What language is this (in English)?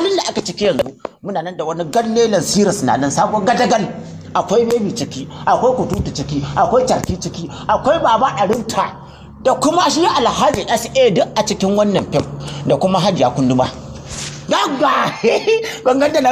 Hausa